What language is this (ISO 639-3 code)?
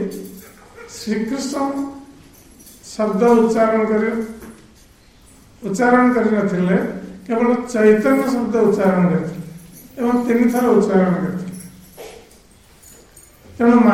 ori